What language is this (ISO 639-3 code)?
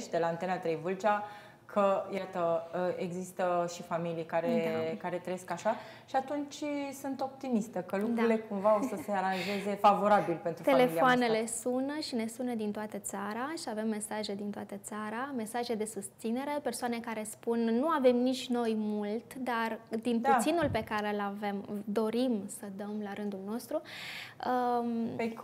ron